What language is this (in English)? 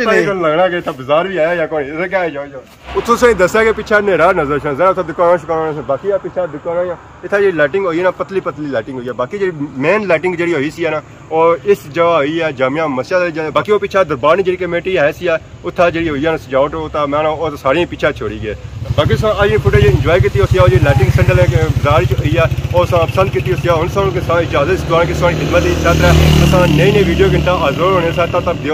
Pahari-Potwari